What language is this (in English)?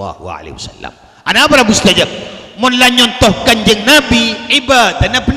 Madurese